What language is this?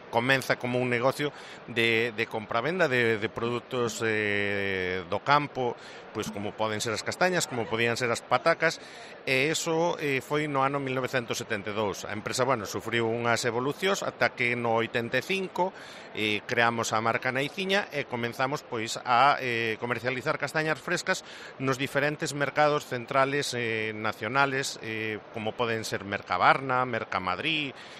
Galician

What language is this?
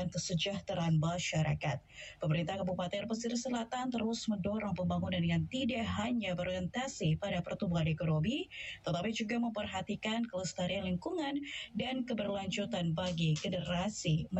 Indonesian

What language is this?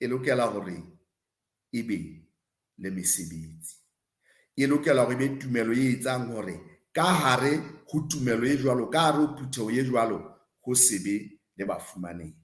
Southern Sotho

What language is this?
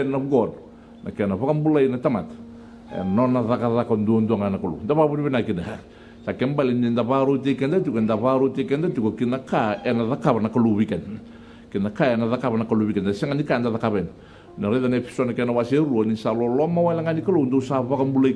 Fijian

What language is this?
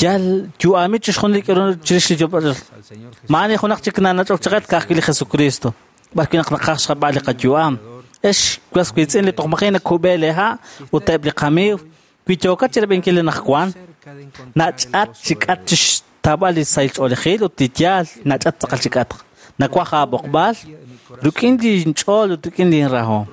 Kekchí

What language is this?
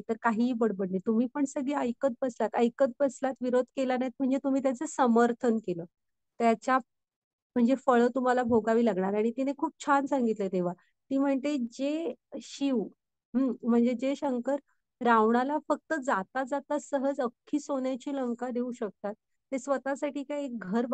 Marathi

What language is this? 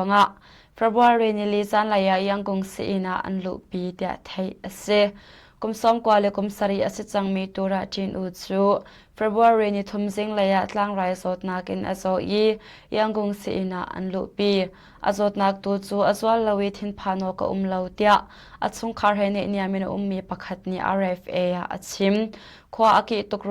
Hakha Chin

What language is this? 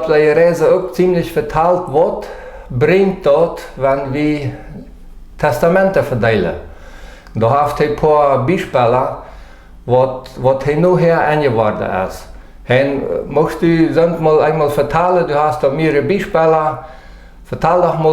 Plautdietsch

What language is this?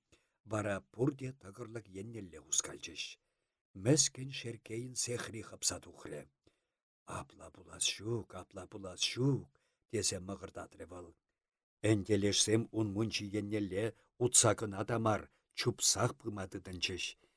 Chuvash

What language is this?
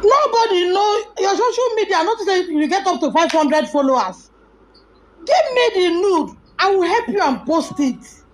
Nigerian Pidgin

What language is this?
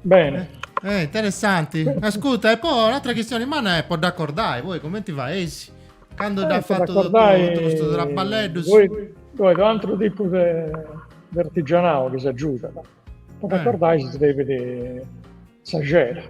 Sardinian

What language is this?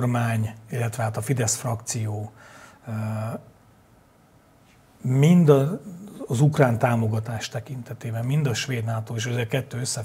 Hungarian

